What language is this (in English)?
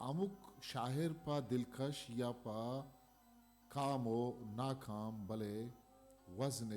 Eastern Balochi